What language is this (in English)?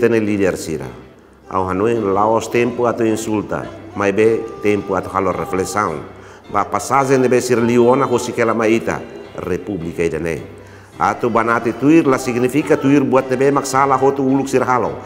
Tetum